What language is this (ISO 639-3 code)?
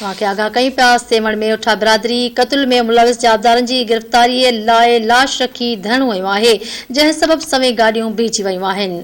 snd